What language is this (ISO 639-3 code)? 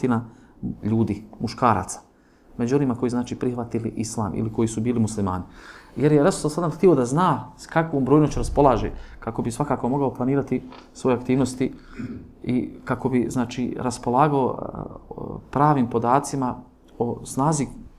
bos